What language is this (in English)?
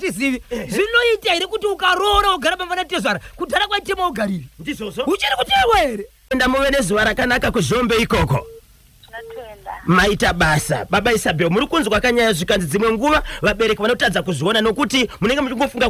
Shona